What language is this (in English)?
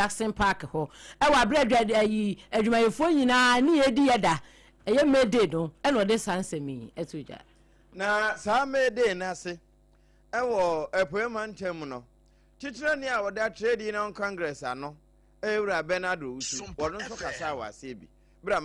Akan